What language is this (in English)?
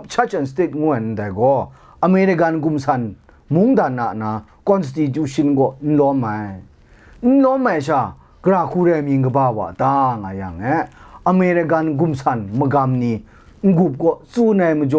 Kachin